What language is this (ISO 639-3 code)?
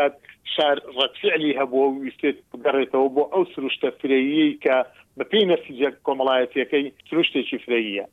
ckb